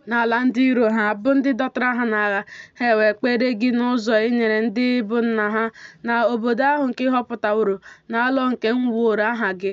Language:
Igbo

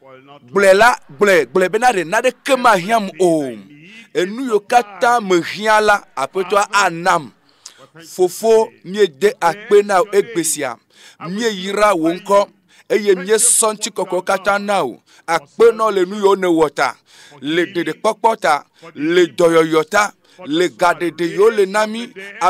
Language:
Ewe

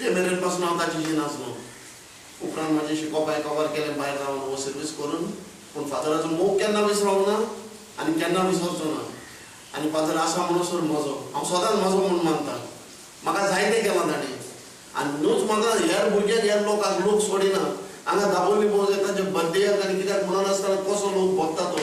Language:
Konkani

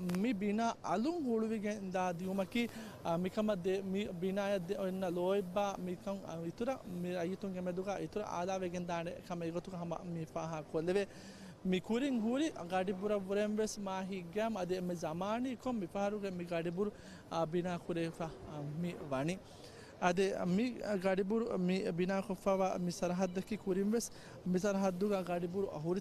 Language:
Divehi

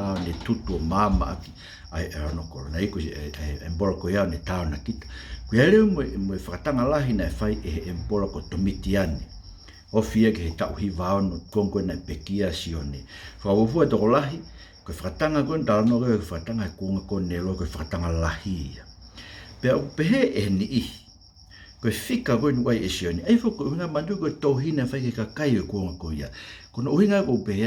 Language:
Tongan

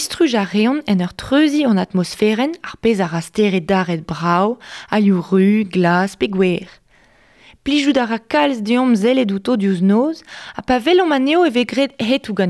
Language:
Breton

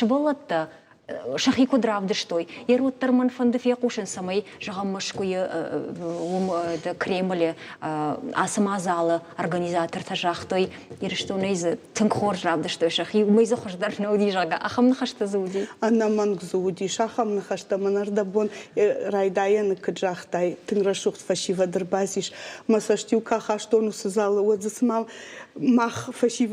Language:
Ossetic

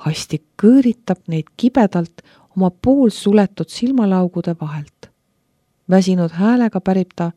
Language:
Estonian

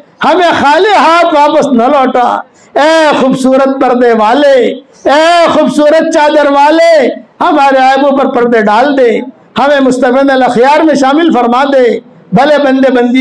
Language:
Urdu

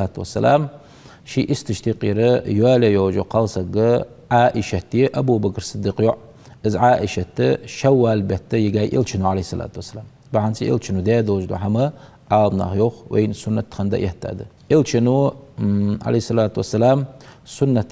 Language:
Ingush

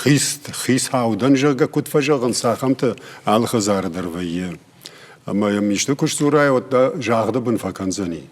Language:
Ossetic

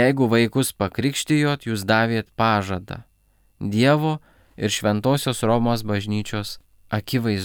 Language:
Lithuanian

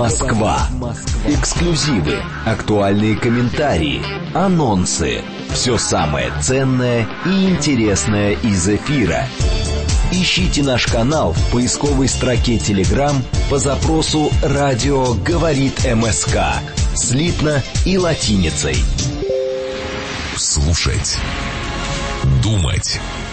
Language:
Russian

